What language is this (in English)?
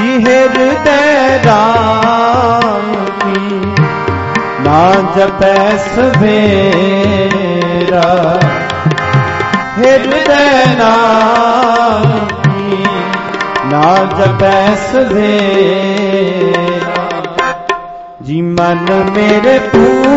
Punjabi